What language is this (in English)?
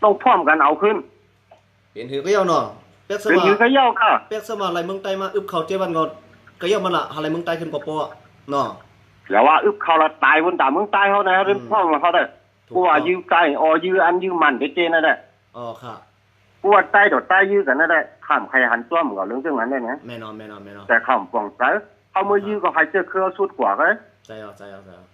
Shan